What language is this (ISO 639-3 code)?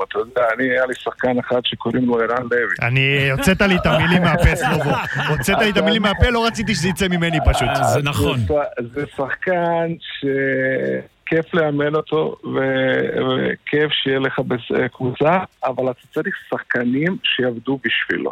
heb